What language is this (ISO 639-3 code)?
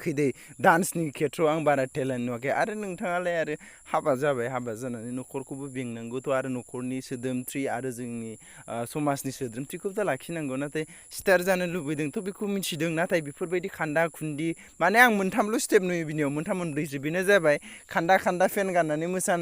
brx